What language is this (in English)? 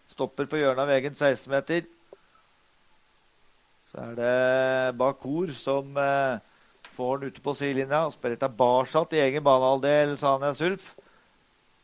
Norwegian